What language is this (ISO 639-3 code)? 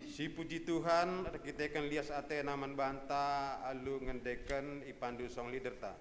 btx